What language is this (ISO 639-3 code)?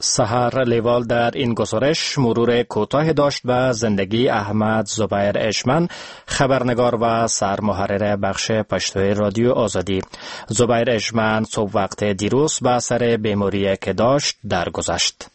fas